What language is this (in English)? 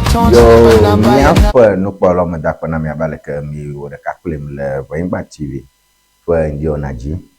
Ewe